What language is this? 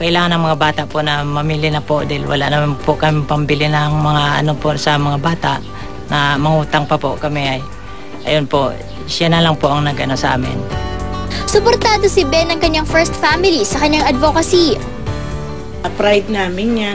Filipino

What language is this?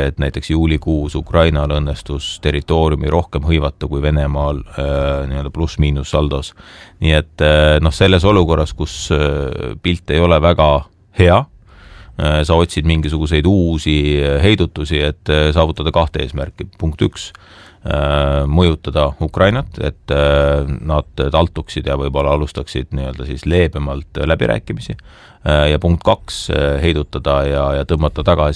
Estonian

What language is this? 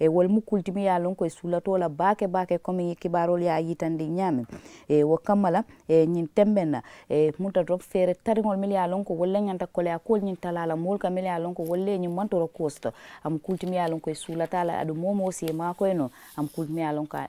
Mandingo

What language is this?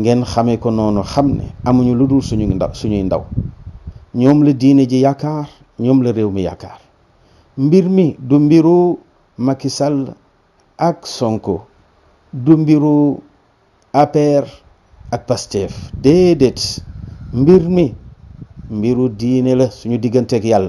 Wolof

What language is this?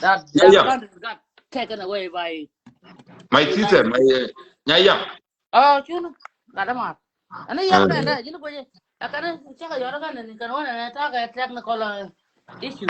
Nuer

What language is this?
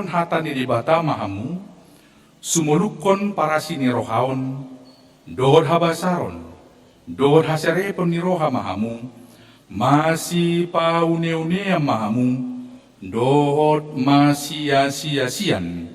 Batak Toba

